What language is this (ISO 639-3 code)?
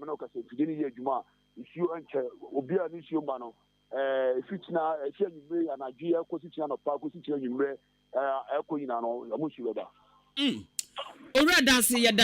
aka